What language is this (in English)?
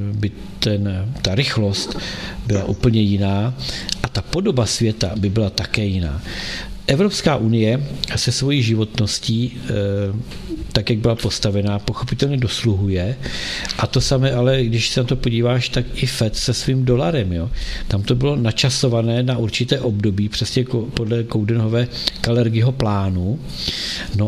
Czech